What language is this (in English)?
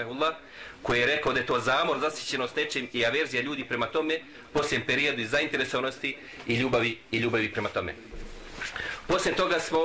Bosnian